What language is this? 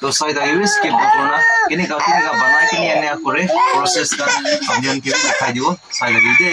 Naga Pidgin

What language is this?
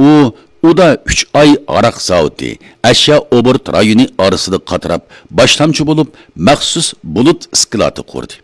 Uyghur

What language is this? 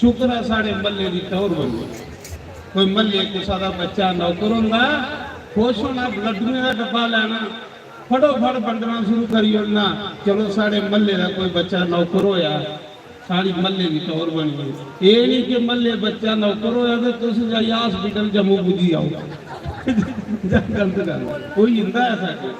Dogri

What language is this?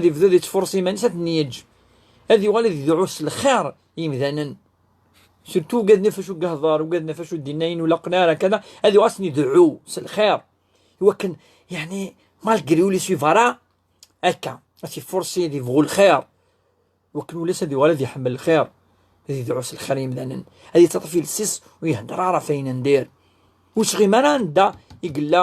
Kabyle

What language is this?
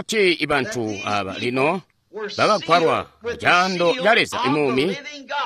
Tonga (Zambia)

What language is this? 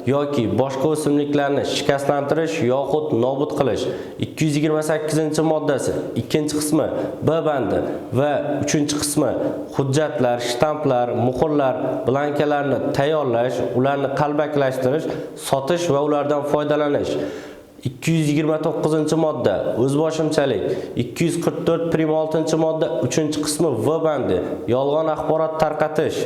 Uzbek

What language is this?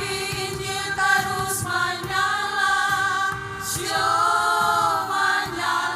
Ambonese Malay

